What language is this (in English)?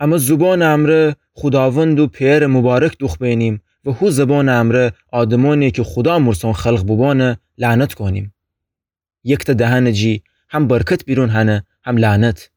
Gilaki